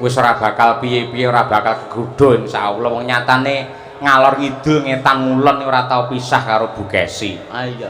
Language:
Javanese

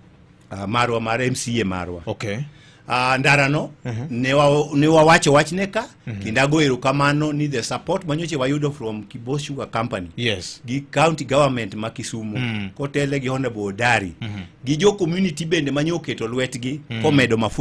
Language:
Luo (Kenya and Tanzania)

